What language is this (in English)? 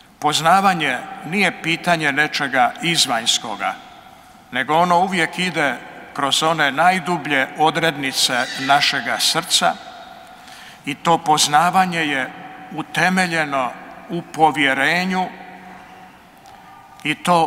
Croatian